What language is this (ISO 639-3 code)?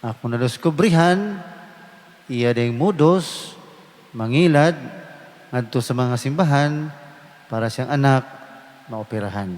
ceb